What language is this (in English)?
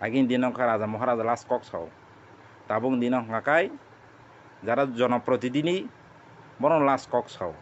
Kok Borok